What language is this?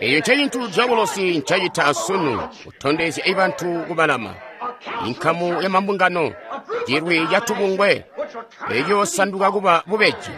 Tonga (Zambia)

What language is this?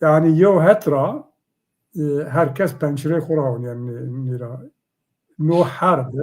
Zaza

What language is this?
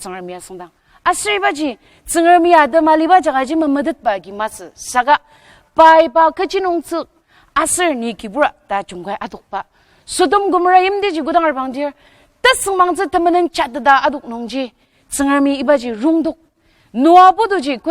Ao Naga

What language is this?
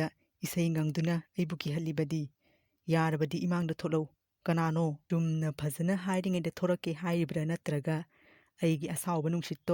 Manipuri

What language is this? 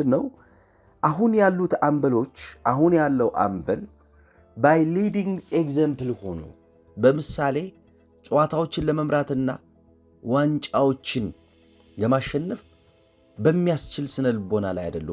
Amharic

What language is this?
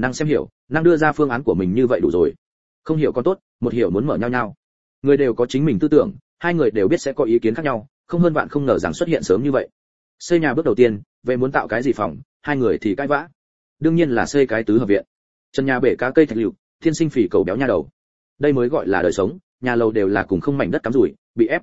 Vietnamese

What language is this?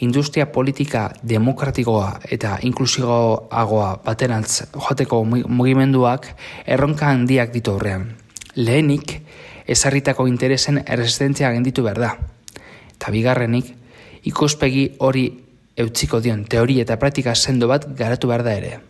Basque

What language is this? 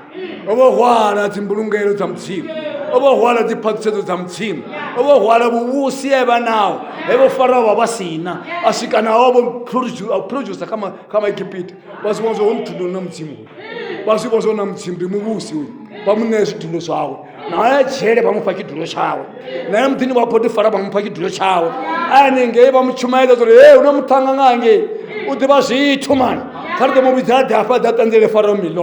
Venda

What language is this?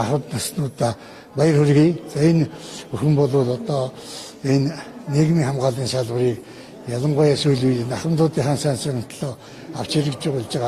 Mongolian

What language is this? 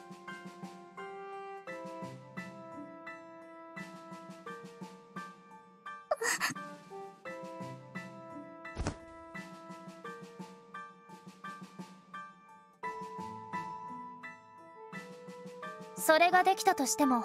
Japanese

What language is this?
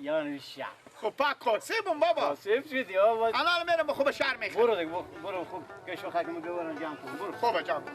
Persian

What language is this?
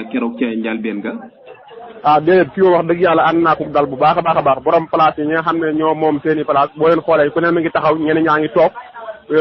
Wolof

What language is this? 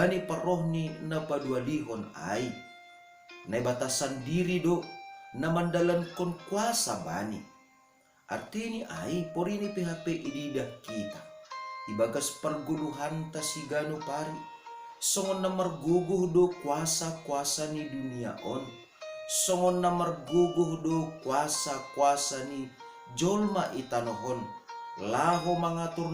Batak Simalungun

